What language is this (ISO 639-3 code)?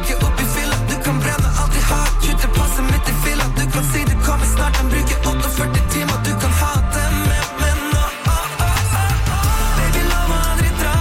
nor